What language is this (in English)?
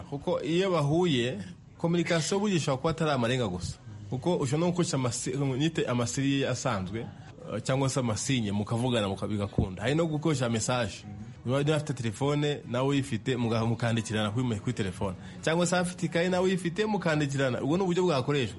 Kinyarwanda